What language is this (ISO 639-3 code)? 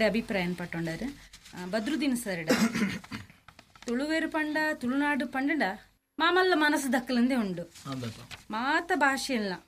tcy